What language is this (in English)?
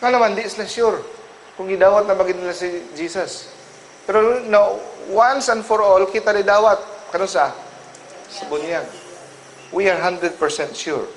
Cebuano